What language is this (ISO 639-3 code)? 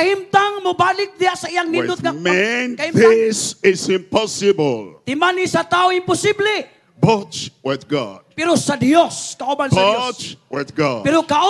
ceb